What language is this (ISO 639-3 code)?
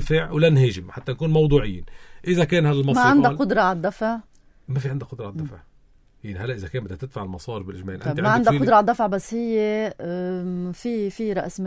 apc